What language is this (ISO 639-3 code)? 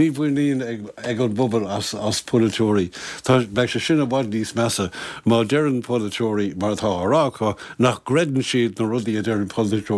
gle